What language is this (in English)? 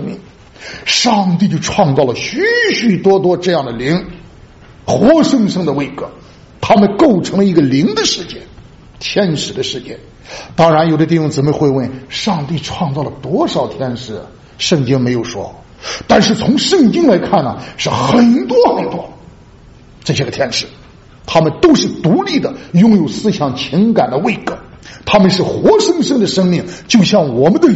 Chinese